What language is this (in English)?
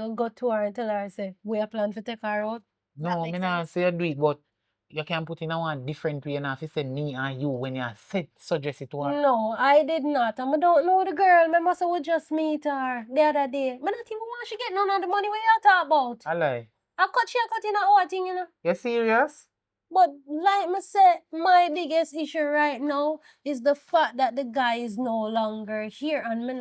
Jamaican Creole English